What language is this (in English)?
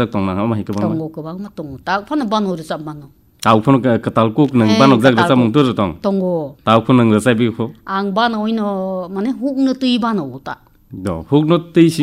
Kok Borok